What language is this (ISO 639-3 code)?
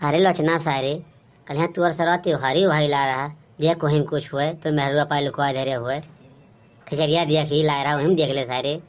awa